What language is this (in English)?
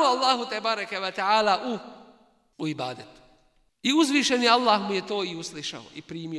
Bosnian